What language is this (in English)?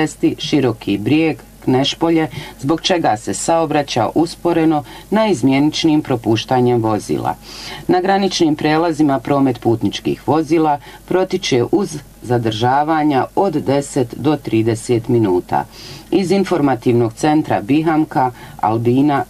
Bosnian